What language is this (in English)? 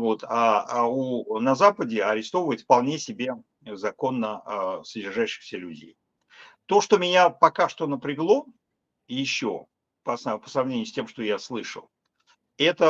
Russian